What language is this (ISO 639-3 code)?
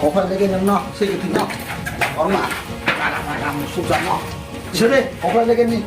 trp